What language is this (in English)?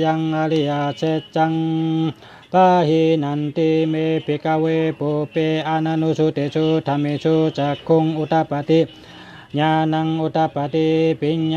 Shan